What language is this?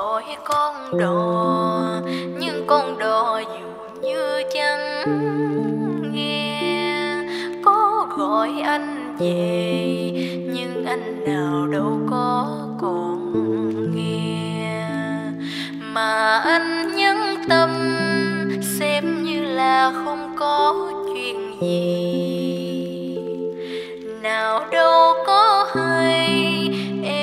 Vietnamese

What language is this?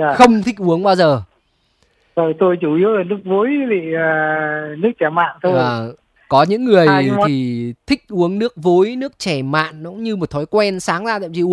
Vietnamese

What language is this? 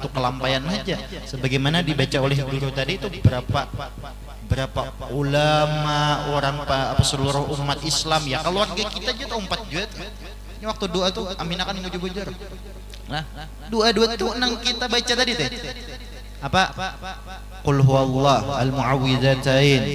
Banjar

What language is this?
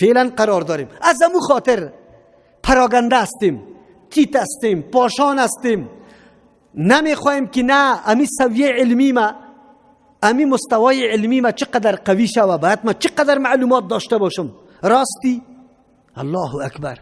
Persian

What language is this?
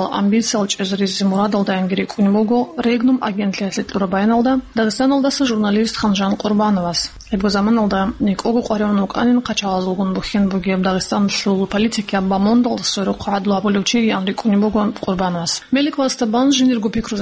Avaric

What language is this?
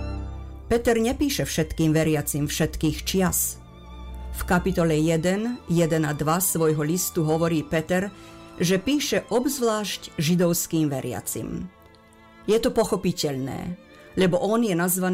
Slovak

